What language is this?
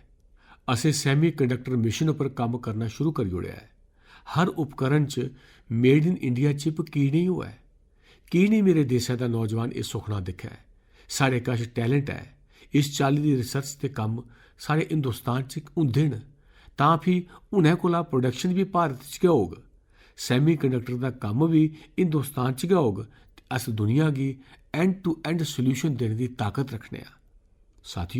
Dogri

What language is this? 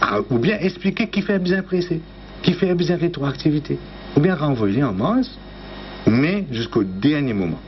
Morisyen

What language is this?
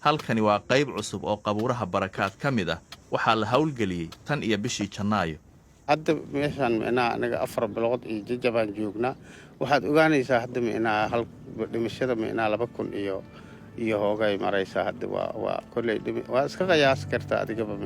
Somali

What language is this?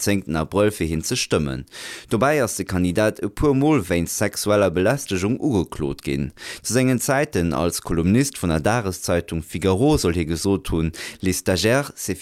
Luxembourgish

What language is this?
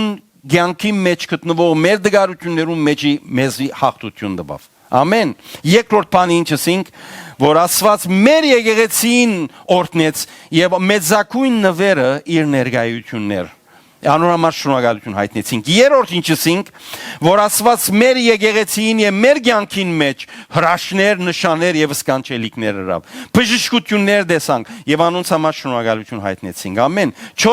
Western Armenian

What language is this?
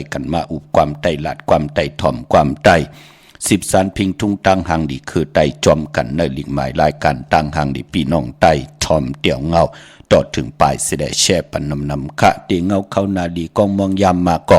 Shan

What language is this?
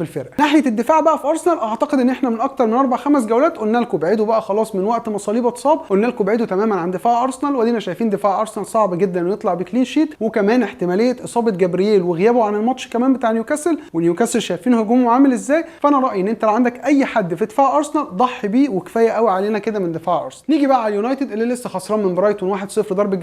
Egyptian Arabic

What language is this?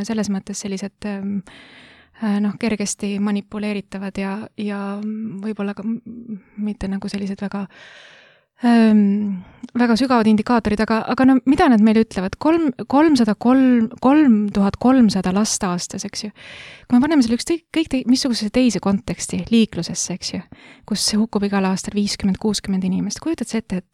Estonian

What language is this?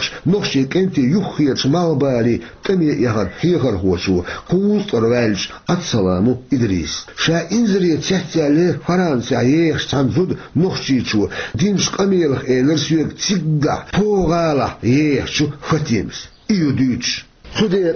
Chechen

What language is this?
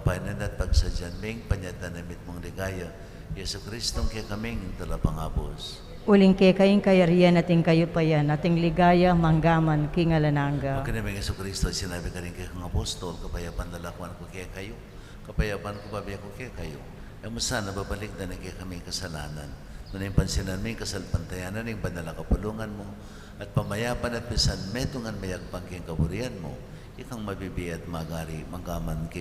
Pampanga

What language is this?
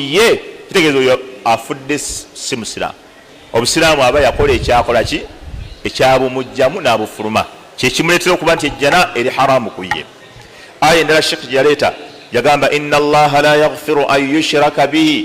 Ganda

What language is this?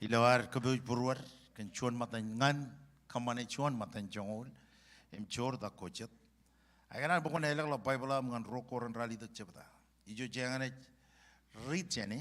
Marshallese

